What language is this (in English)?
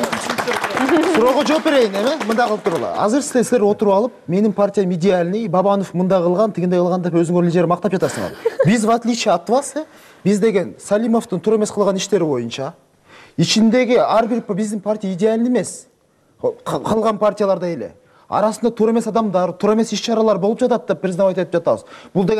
Kyrgyz